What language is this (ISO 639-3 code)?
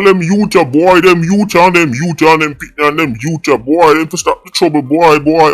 jam